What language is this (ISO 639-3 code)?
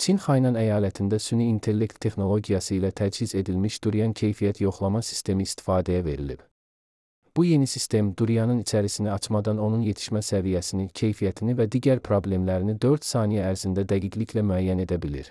aze